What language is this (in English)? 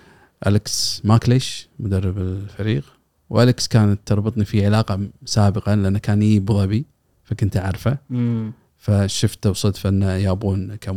Gulf Arabic